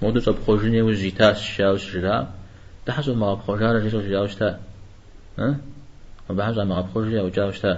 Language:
Kabardian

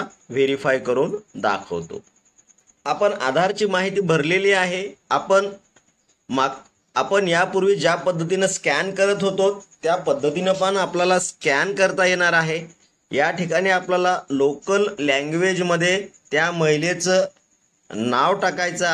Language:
Marathi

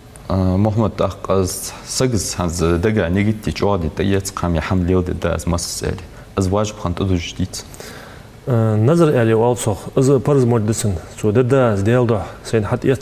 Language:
Ingush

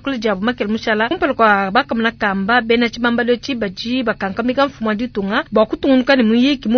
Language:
Luba-Lulua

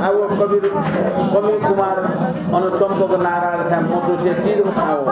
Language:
Newari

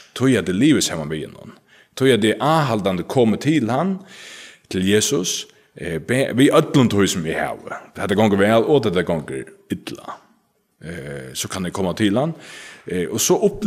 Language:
Faroese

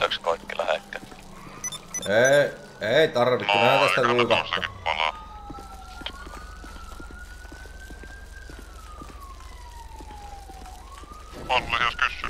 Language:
Finnish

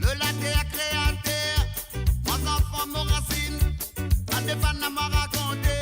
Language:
Morisyen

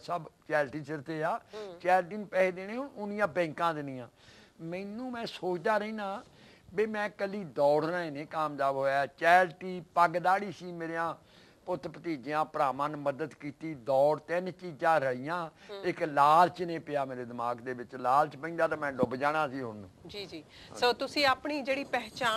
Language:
Punjabi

